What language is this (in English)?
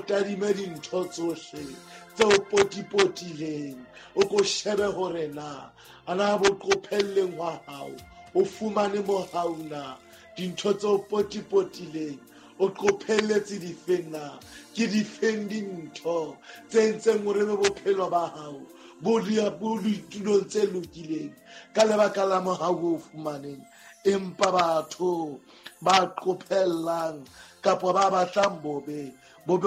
Southern Sotho